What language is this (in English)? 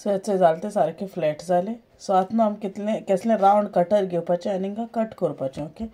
Konkani